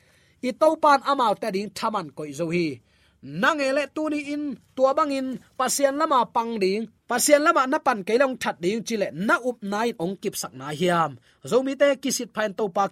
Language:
Tedim Chin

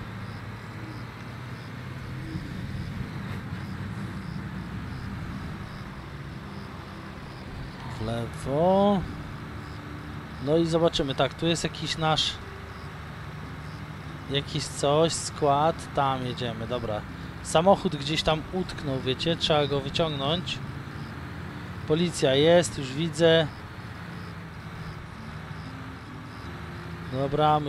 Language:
Polish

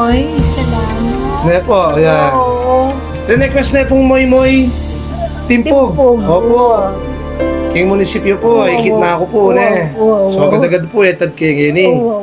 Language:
Pampanga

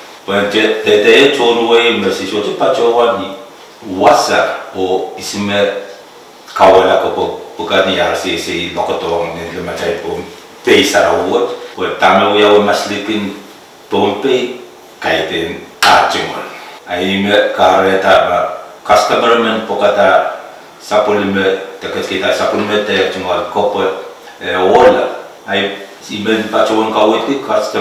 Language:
Pohnpeian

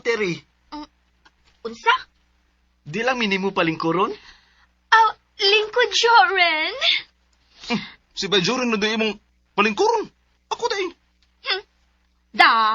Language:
Cebuano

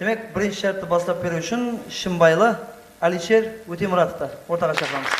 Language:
Kara-Kalpak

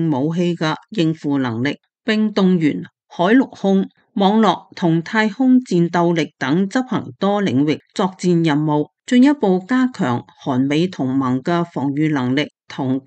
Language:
Cantonese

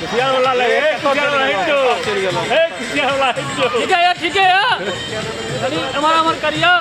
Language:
Maithili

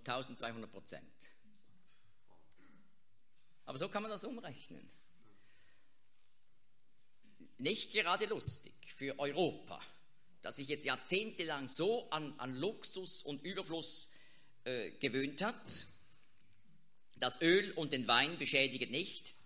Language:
German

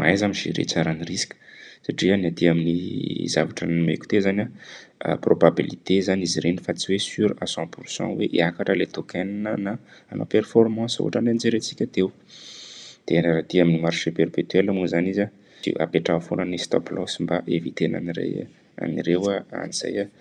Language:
Malagasy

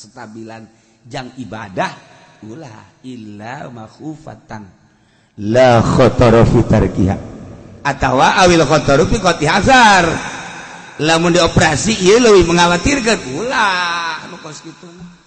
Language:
Sundanese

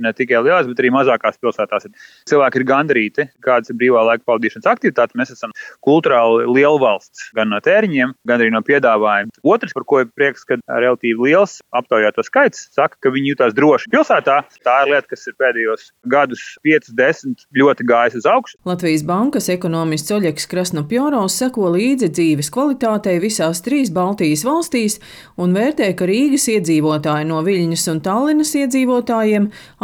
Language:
Latvian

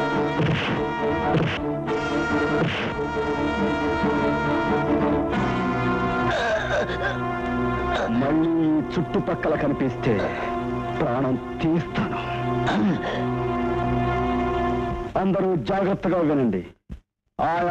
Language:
Telugu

